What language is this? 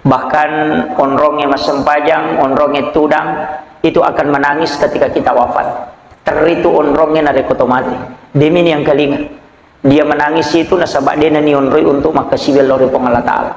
Buginese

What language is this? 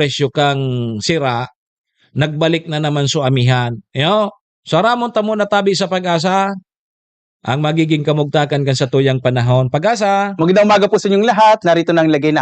Bikol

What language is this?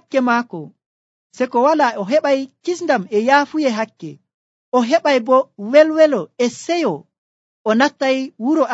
Nigerian Fulfulde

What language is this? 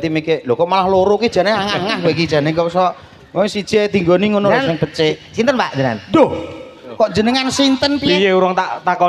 Javanese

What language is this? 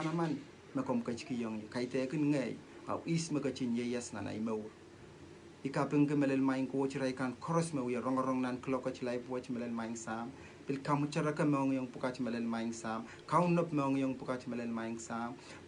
Pohnpeian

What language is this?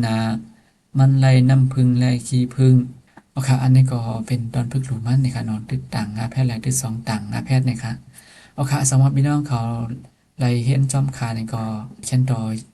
Shan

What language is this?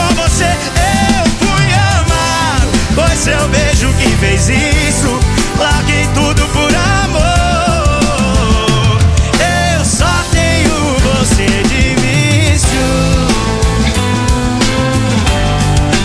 Portuguese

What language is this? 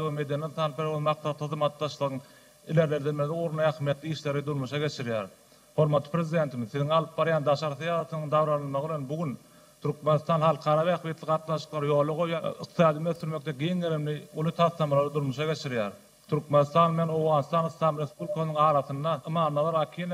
Turkmen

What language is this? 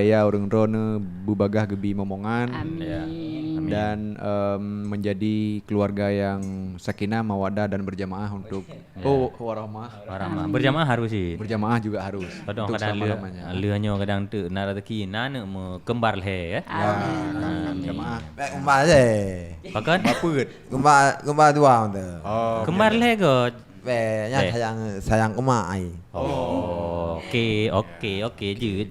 Achinese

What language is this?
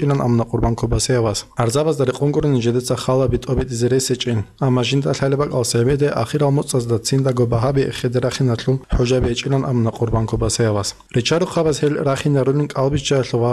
Avaric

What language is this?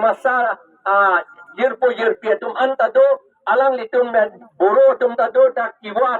Karbi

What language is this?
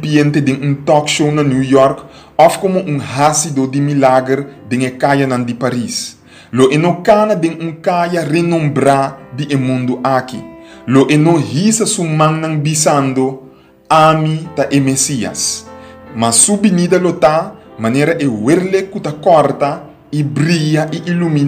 Papiamento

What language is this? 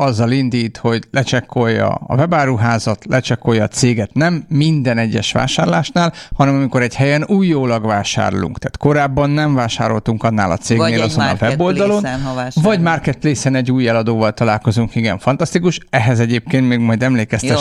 Hungarian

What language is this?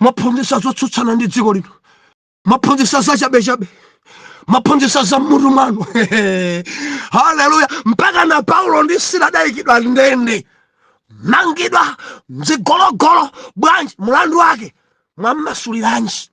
Nyanja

